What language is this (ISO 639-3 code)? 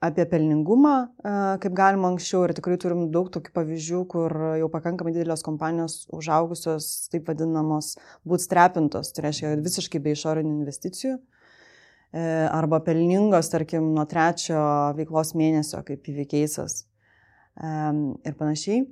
lit